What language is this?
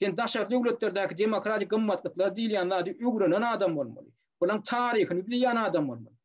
Turkmen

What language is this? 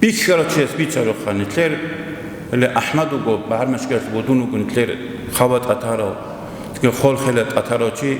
Avaric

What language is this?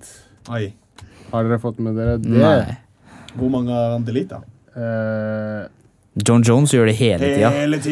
Norwegian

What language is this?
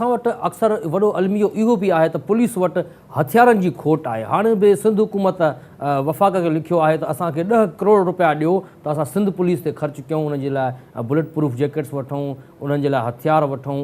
Sindhi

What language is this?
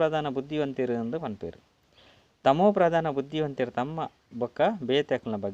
Tulu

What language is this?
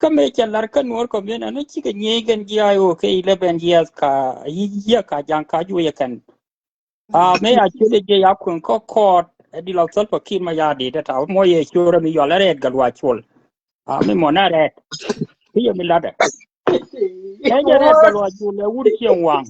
Nuer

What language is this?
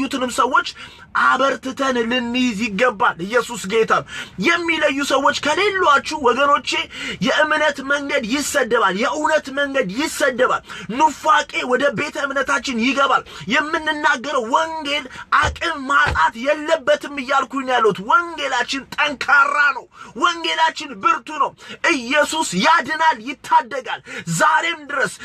Amharic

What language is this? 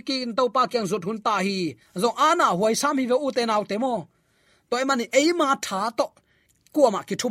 Tedim Chin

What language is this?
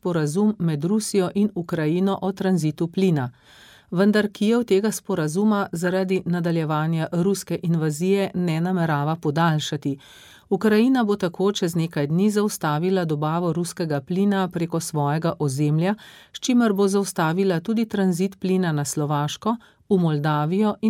Slovenian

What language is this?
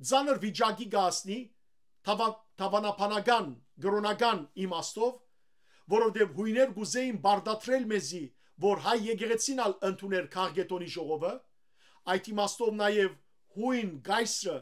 Western Armenian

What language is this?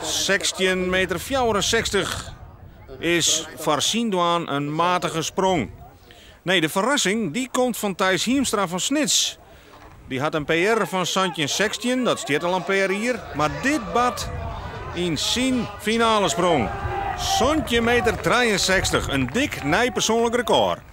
Western Frisian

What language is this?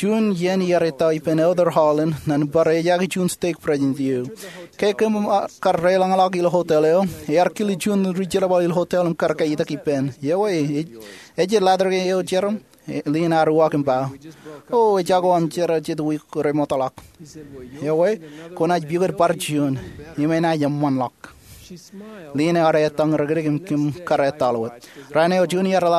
Marshallese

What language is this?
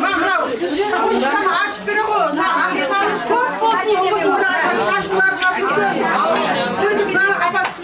Kara-Kalpak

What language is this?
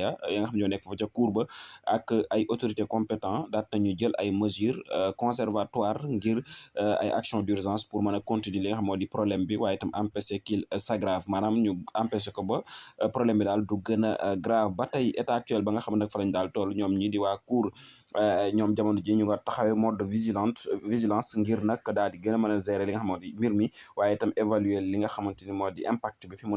Wolof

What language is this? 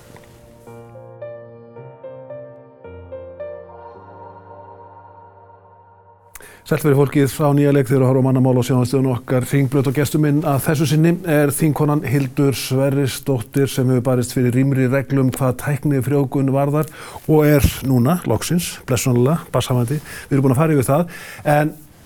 Icelandic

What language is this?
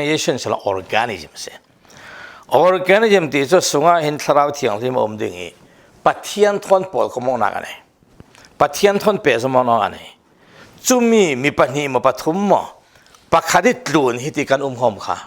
Falam Chin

